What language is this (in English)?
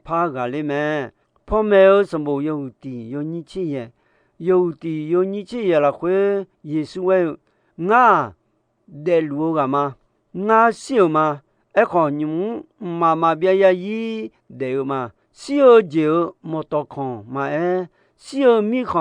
Akha